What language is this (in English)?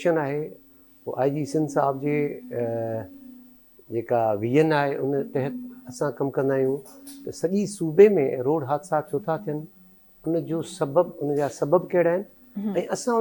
Sindhi